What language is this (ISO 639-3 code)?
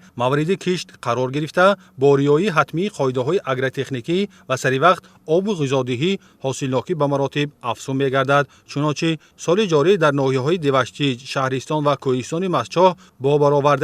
tgk